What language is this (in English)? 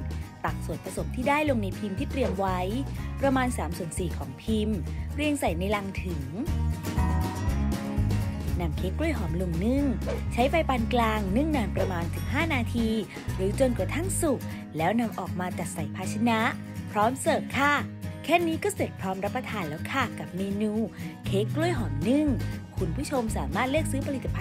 Thai